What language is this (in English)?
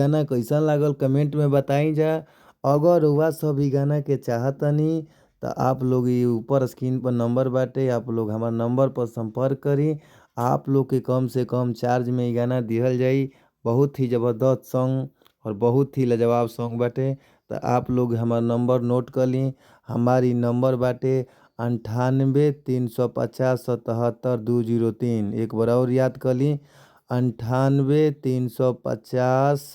Bhojpuri